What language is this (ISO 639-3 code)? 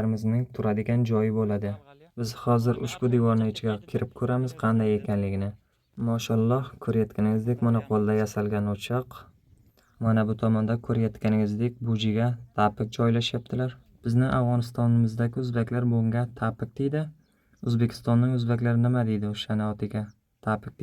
uzb